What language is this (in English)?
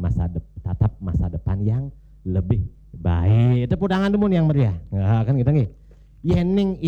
Balinese